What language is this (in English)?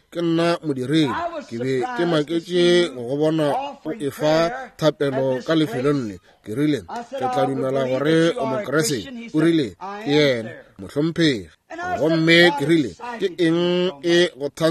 Northern Sotho